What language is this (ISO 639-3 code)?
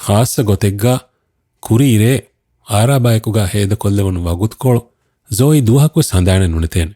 div